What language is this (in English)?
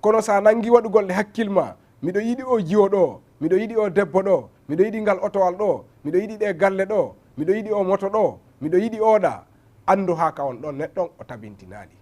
Fula